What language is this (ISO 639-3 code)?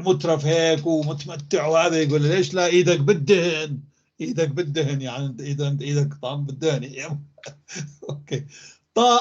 apc